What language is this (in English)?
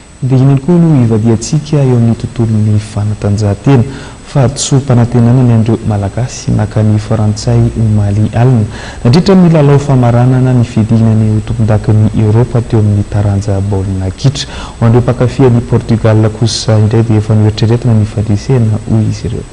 Malagasy